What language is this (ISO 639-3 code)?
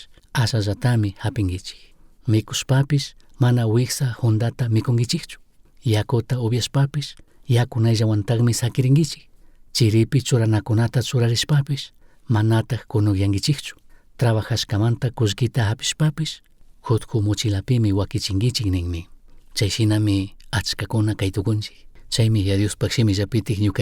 qug